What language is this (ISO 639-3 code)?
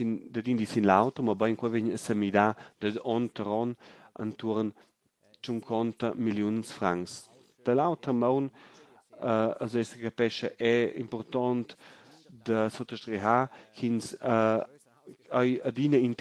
roh